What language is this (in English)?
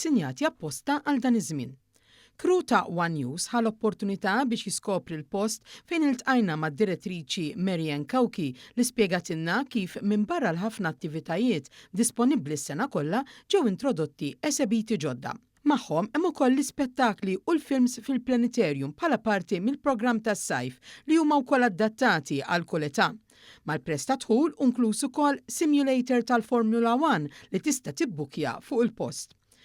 Maltese